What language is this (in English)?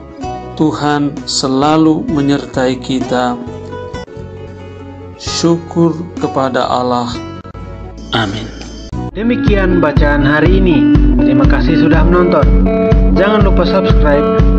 Indonesian